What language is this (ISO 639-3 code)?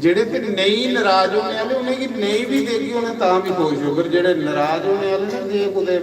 doi